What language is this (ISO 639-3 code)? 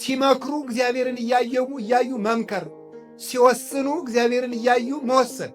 amh